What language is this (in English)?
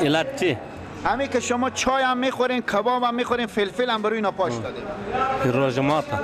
Persian